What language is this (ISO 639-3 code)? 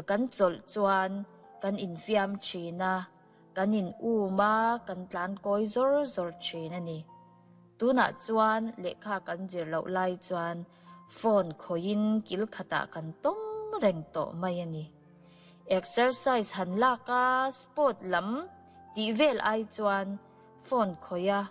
lus